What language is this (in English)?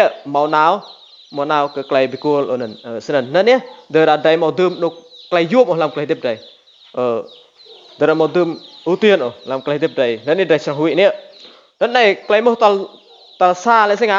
Rade